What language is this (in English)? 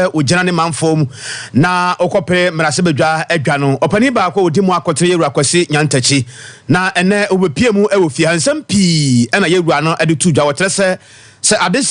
Akan